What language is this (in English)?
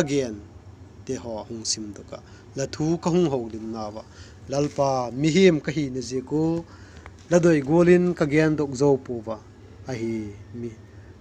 Vaiphei